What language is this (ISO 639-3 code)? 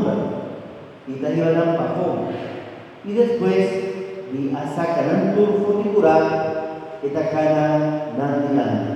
pap